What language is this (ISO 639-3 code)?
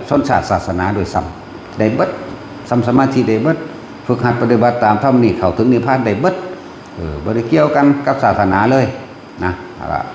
tts